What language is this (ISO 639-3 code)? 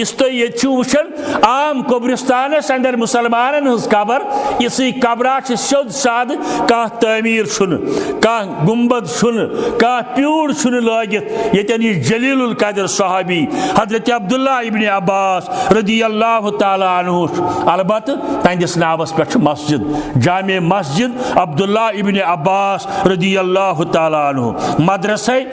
kas